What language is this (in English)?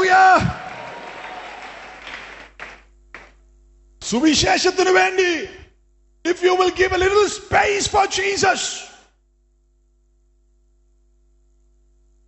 Malayalam